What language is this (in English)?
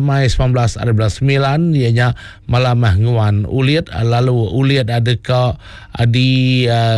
Iban